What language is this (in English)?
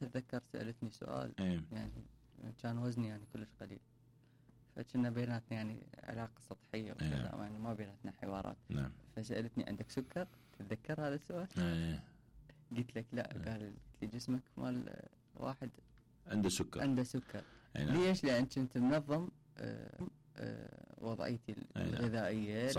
Mesopotamian Arabic